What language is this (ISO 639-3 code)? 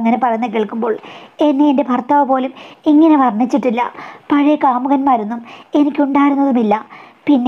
mal